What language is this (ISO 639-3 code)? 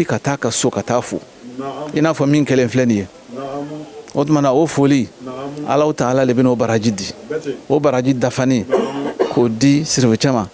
bam